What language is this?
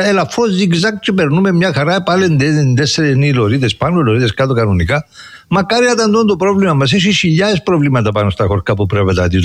Greek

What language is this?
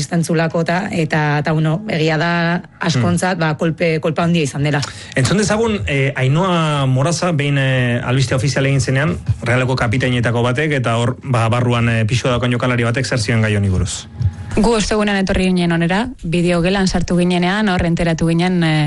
Basque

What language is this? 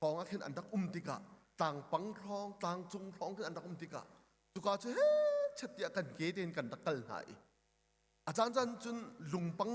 Hakha Chin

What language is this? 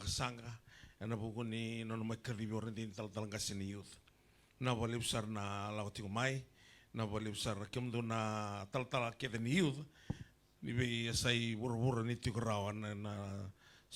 Fijian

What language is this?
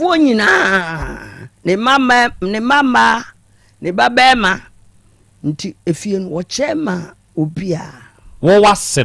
Akan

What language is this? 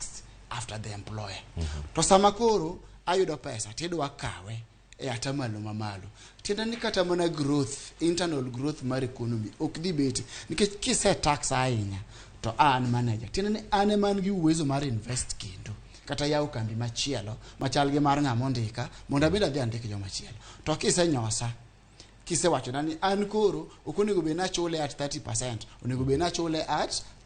Luo (Kenya and Tanzania)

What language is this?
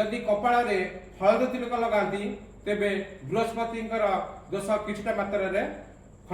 Odia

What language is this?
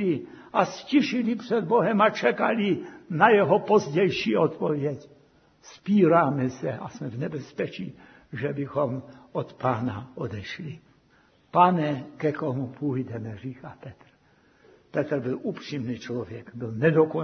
Czech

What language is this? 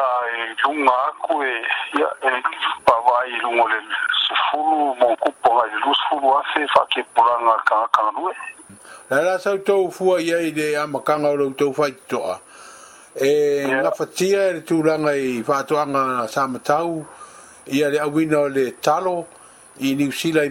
Samoan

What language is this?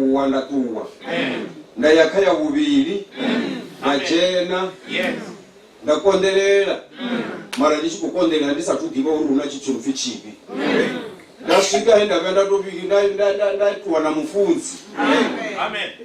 Venda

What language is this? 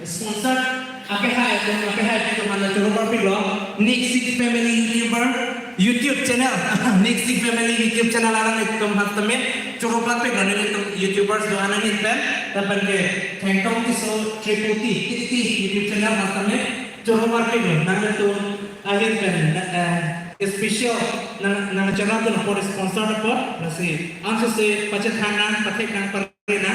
Karbi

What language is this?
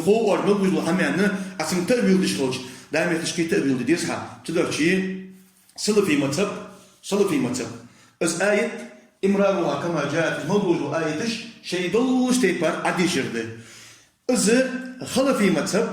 Ingush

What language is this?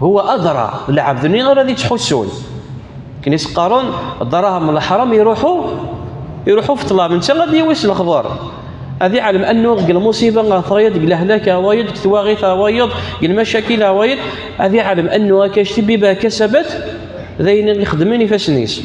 Kabyle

